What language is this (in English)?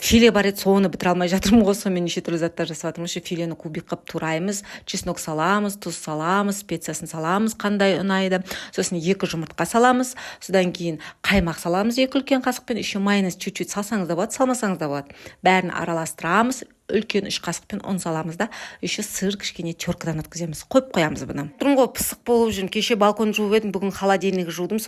Kazakh